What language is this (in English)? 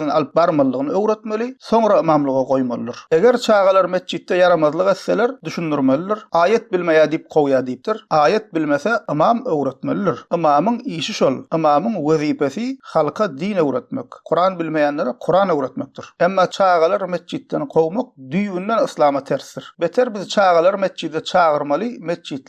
Turkmen